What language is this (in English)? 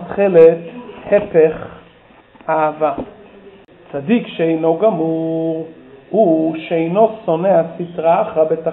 Hebrew